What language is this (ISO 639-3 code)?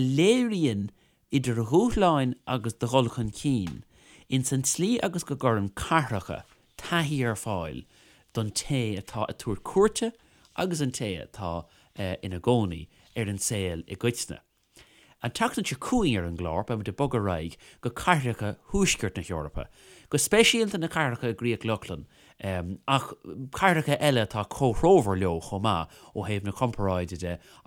gle